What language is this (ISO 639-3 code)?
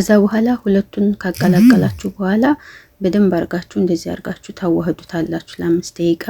amh